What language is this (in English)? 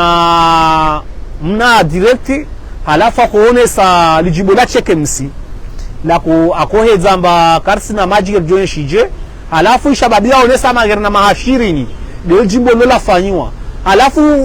Ngazidja Comorian